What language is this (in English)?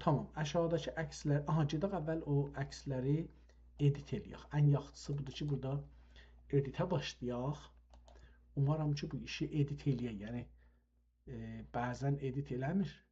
South Azerbaijani